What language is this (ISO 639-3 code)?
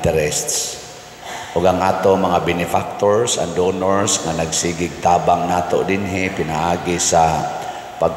ceb